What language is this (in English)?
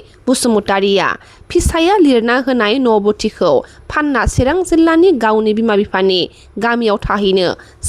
Bodo